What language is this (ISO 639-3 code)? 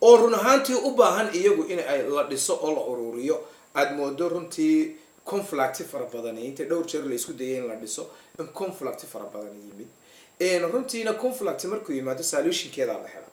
som